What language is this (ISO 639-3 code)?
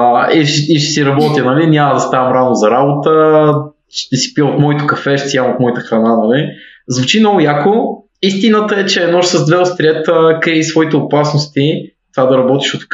bul